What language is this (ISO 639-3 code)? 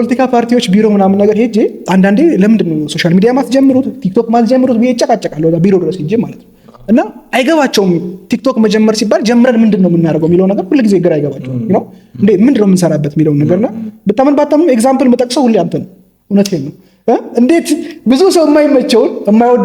amh